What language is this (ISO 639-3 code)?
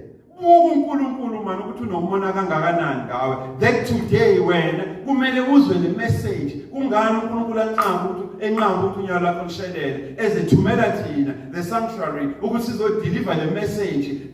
zul